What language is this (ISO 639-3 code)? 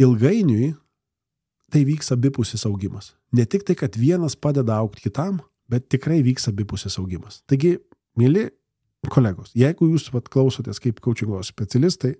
lit